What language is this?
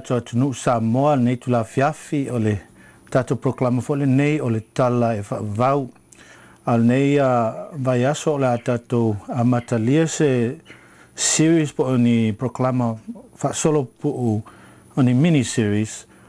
Samoan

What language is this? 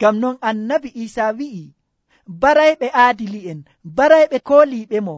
Nigerian Fulfulde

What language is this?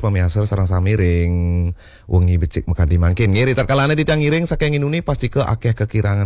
Balinese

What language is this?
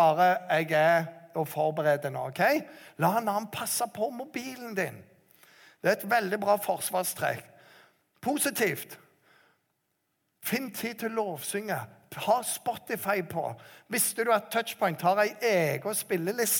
Norwegian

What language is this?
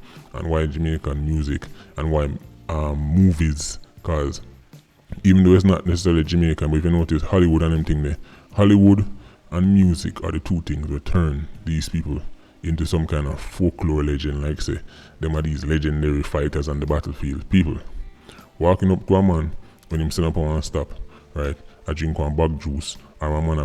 Jamaican Creole English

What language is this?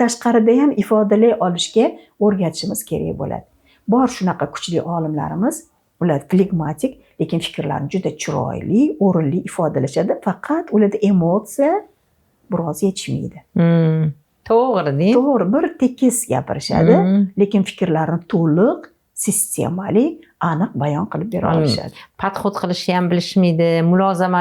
Uzbek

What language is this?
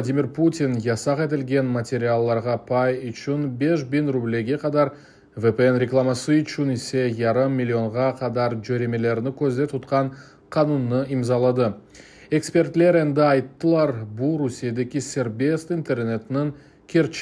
Crimean Tatar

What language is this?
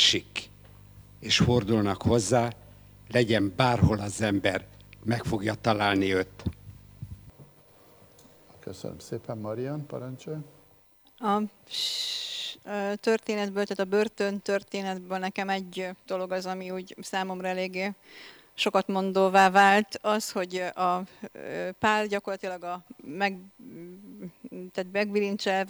Hungarian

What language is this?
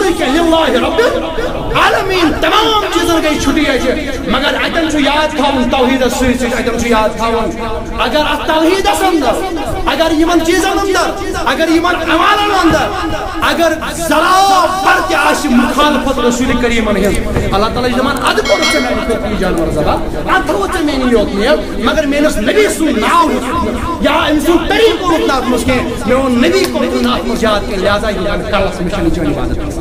Kashmiri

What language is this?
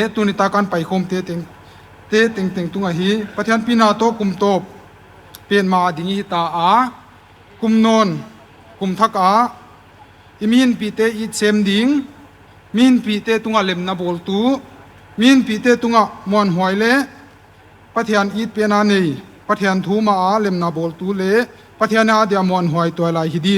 Paite Chin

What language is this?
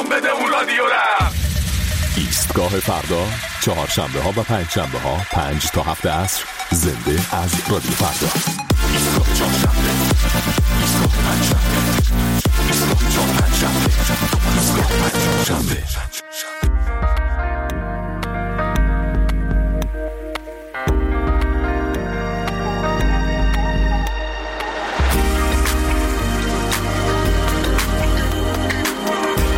Persian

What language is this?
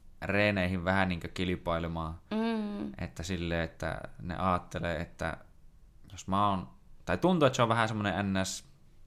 Finnish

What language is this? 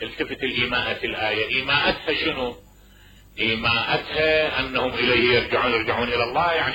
Mesopotamian Arabic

